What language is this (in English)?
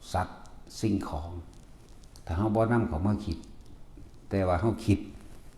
Northeastern Thai